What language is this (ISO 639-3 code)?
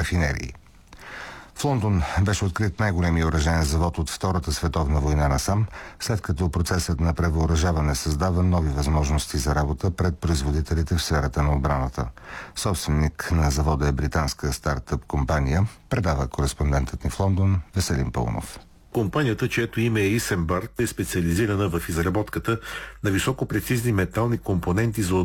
bul